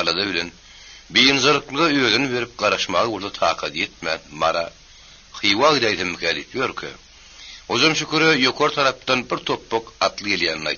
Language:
Turkmen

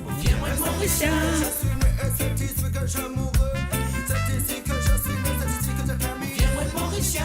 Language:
Morisyen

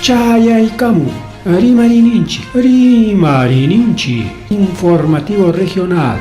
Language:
Ayacucho Quechua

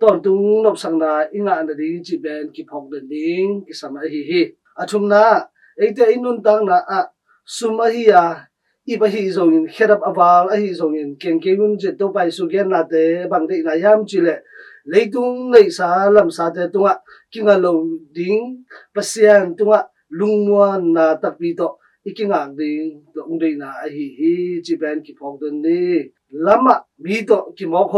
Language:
Tedim Chin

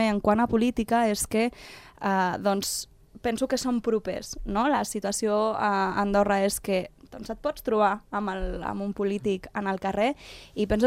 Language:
Catalan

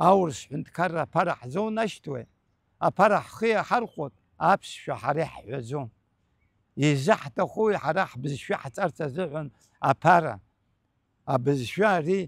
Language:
Abkhazian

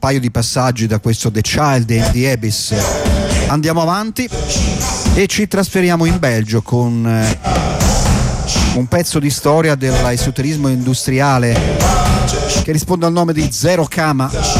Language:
Italian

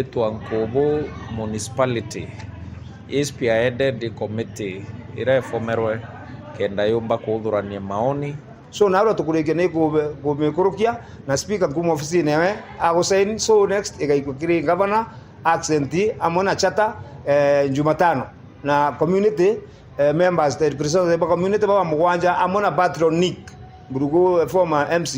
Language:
Meru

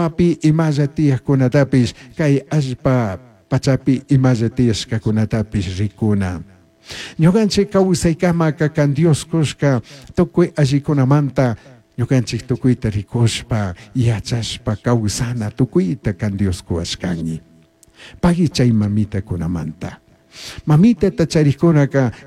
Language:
Chimborazo Highland Quichua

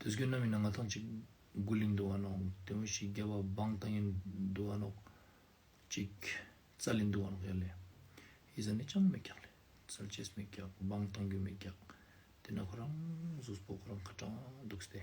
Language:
Ladakhi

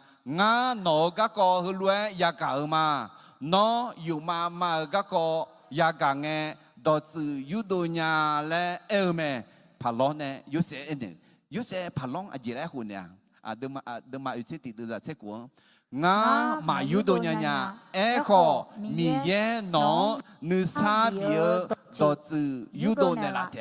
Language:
Akha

